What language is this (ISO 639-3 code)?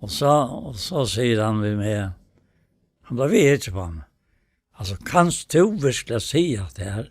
fao